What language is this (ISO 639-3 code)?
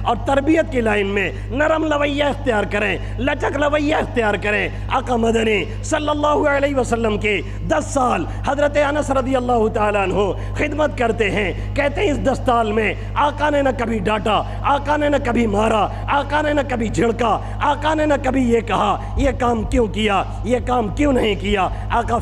urd